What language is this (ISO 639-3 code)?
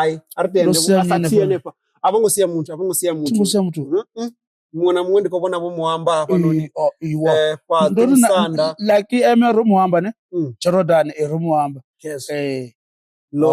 ven